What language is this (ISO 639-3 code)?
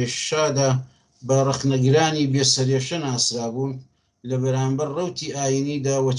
ckb